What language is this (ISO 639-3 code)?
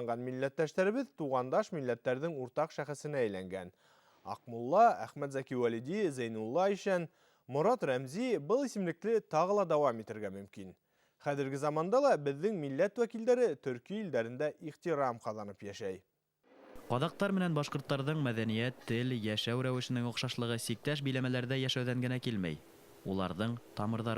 bak